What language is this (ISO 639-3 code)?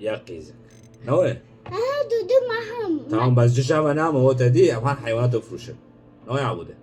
kur